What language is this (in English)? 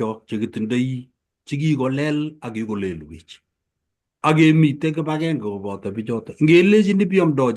Kalenjin